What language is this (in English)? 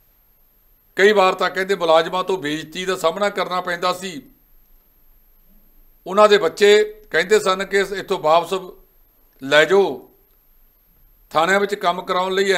Punjabi